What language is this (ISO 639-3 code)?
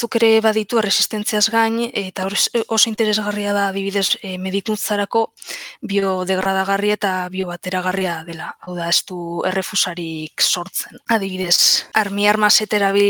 eus